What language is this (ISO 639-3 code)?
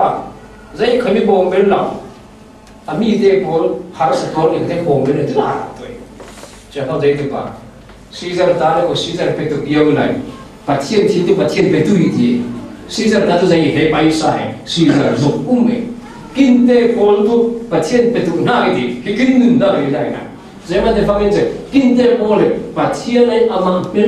cfm